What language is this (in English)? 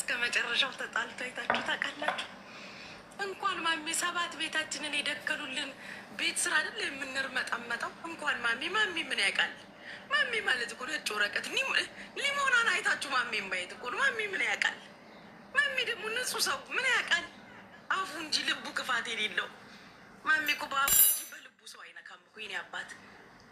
Amharic